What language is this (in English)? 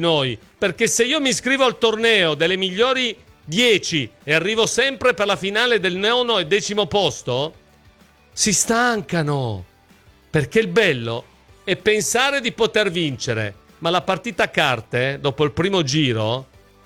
Italian